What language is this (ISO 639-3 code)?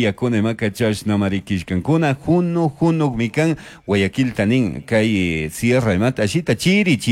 qug